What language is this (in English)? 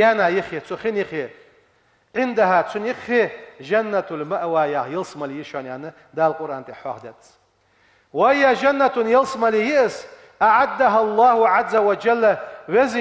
Ingush